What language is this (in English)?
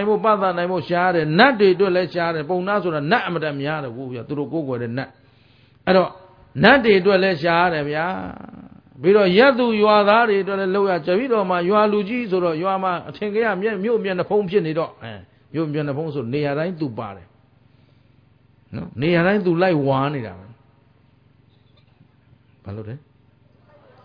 Burmese